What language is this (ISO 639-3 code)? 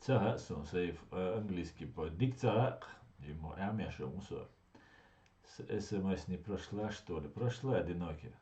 che